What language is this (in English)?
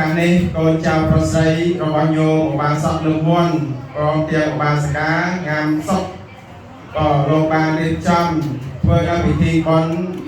Khmer